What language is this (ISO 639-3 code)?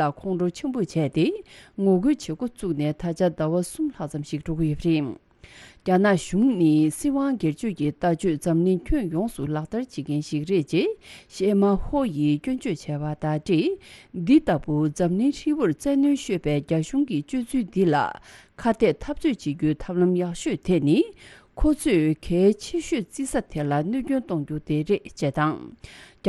bod